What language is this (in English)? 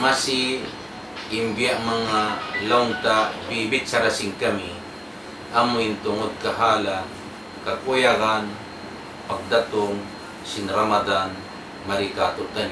Tausug